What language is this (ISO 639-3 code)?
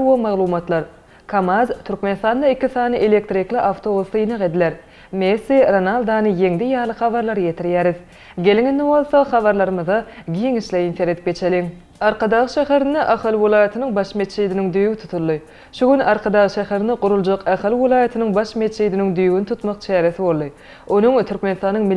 tuk